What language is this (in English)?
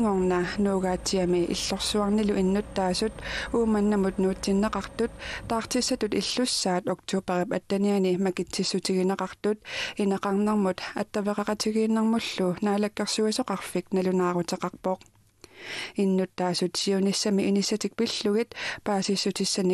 Kalaallisut